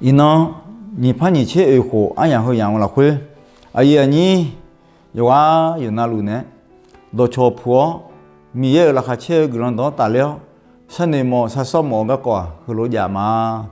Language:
Akha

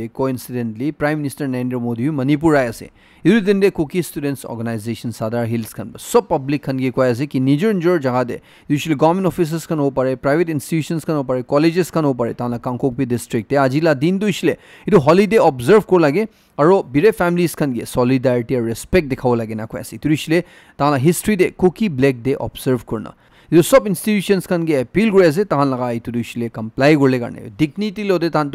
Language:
Naga Pidgin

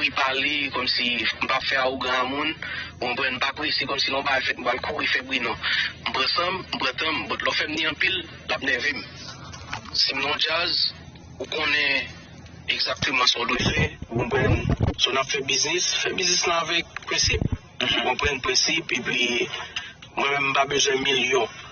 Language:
Haitian Creole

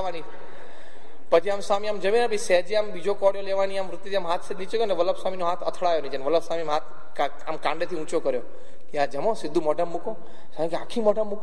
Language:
Gujarati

